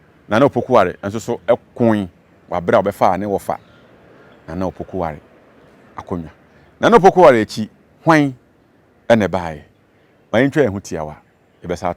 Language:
Akan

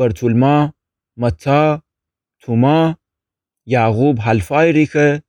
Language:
Gilaki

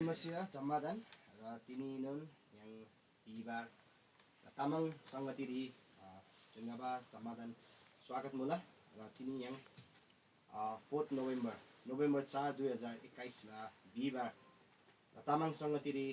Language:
Eastern Tamang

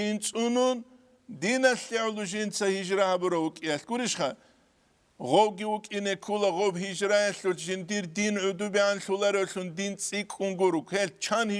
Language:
Avaric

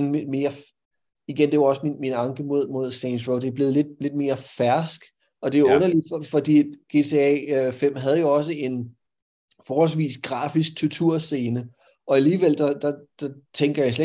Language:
Danish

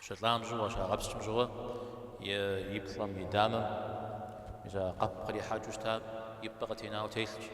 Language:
Kabardian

